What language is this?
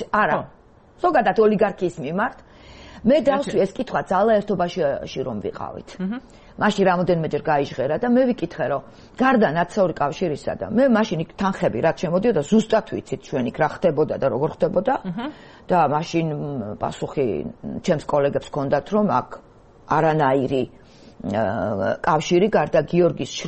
Georgian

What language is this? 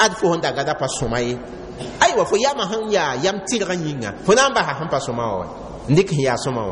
Mossi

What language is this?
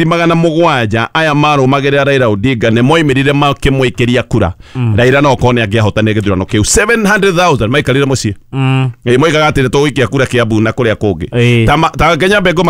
Kikuyu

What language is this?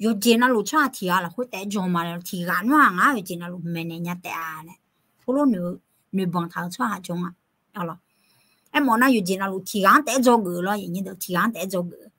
Akha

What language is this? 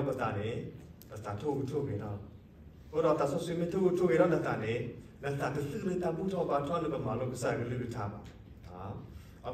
S'gaw Karen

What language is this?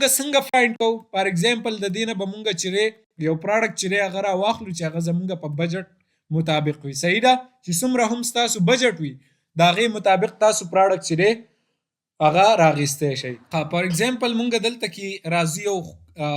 Pashto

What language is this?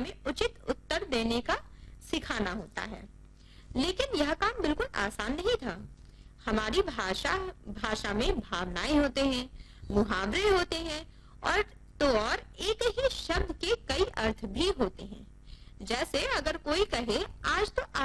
Hindi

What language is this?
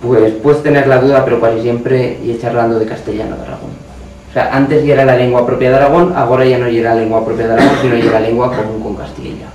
Aragonese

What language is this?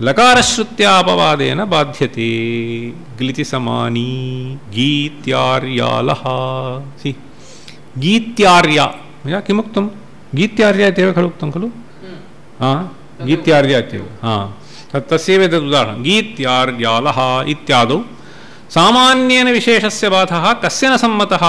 Sanskrit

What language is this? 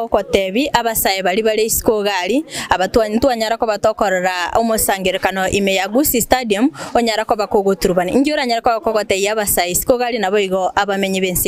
Gusii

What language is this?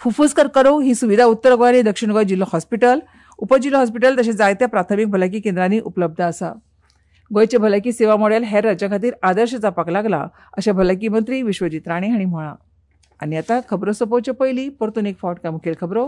Konkani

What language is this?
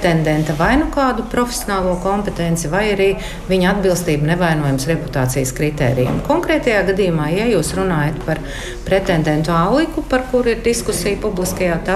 Latvian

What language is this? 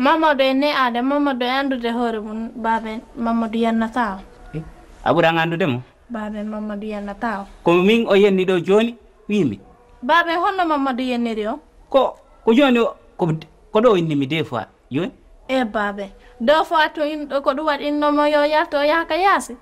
Fula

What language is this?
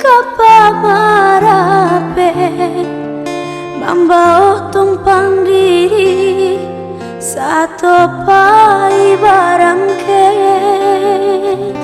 Minangkabau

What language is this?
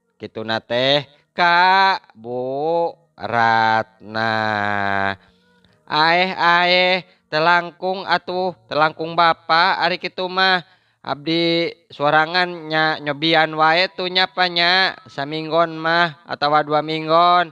Sundanese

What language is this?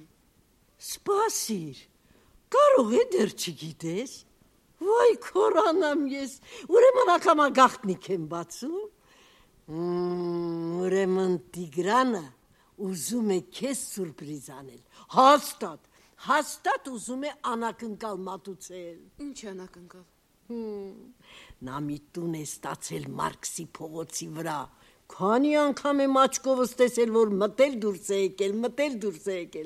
Armenian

